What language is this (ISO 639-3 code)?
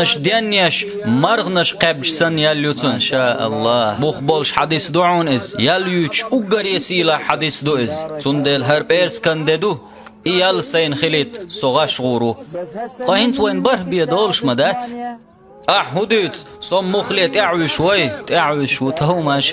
che